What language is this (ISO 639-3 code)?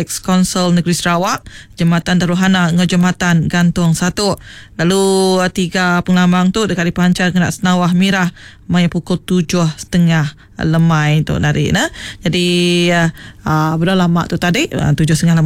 iba